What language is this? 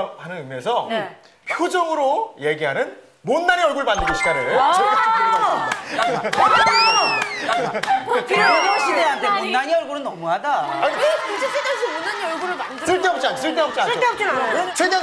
Korean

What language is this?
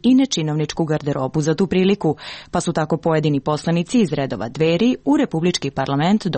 Serbian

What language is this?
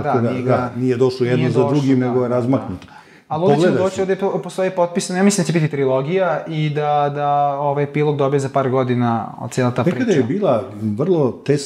Serbian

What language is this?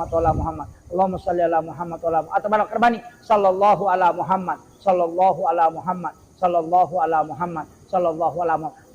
Buginese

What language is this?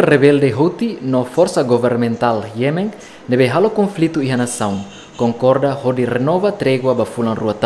Tetum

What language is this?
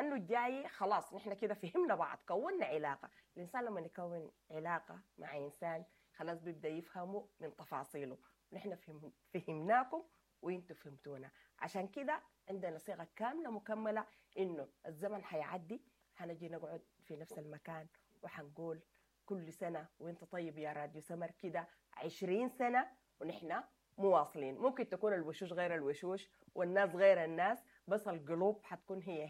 Sudanese Arabic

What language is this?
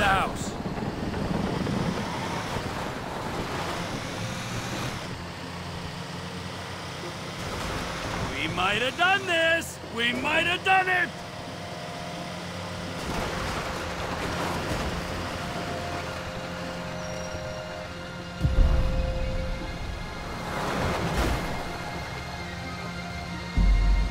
English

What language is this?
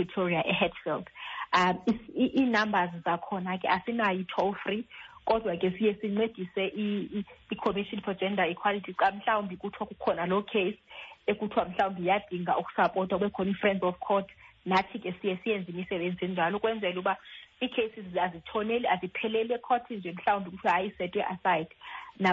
Xhosa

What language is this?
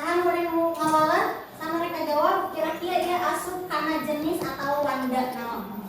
Sundanese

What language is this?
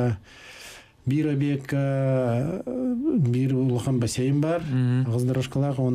Yakut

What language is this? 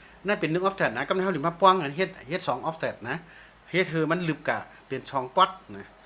Shan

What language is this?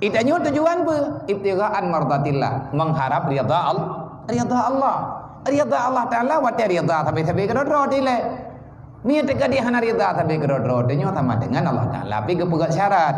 Achinese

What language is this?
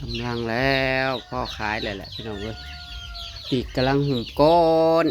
Northeastern Thai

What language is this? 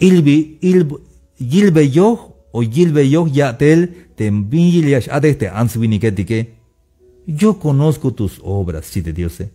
Tzeltal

